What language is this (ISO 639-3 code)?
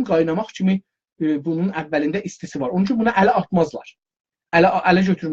azb